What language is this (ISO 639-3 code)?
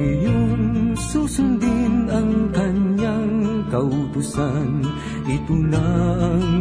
fil